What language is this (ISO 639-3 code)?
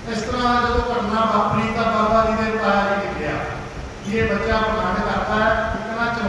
pan